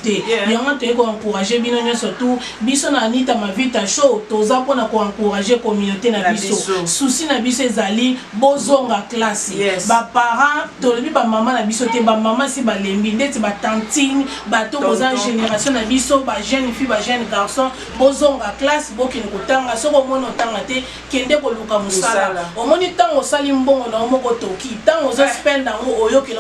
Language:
Lingala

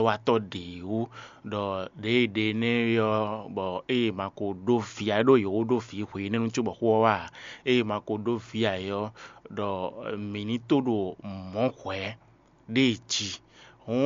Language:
Fon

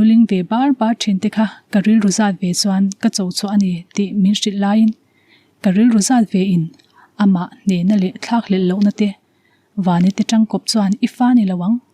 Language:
Mizo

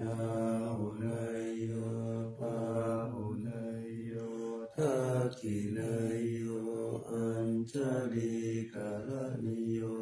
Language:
Pali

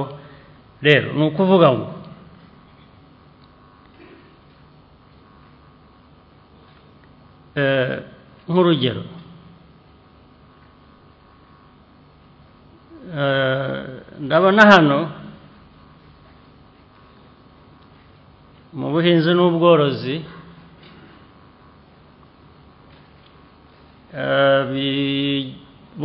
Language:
Kinyarwanda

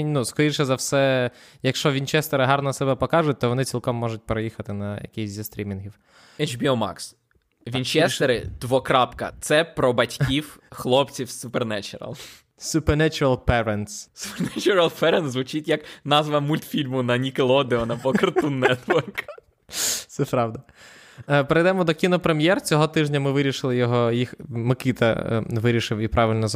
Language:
Ukrainian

